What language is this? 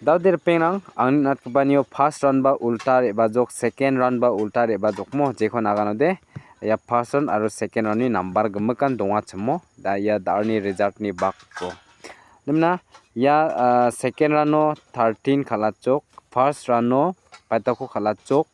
Garo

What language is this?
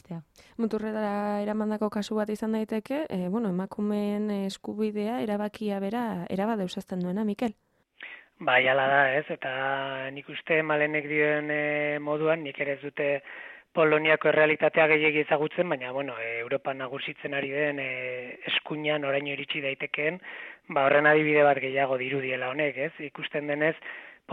Basque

